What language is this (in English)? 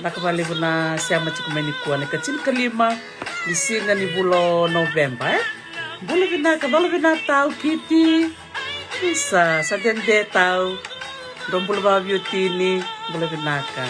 Fijian